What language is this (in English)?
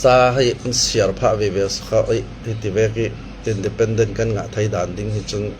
Falam Chin